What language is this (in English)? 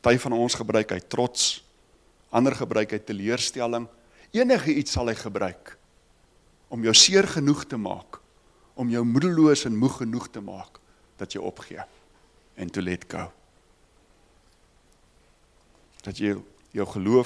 Afrikaans